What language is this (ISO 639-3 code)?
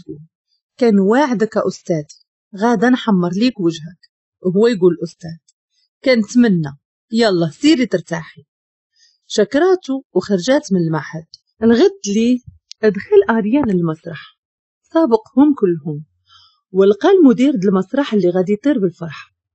ary